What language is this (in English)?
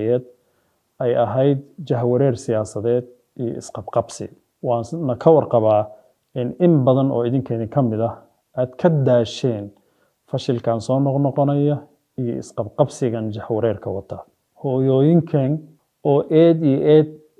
Somali